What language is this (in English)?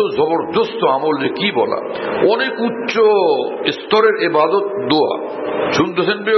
Bangla